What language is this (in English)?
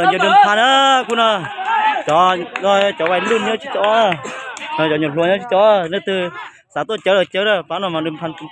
Hmong